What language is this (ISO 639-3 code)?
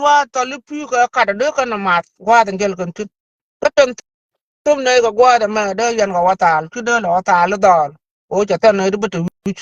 nus